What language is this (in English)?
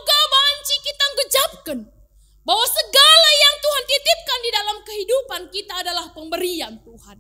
Batak Karo